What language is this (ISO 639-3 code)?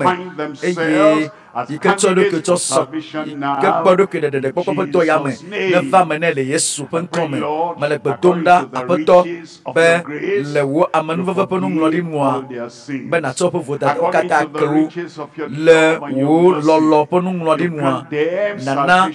ewe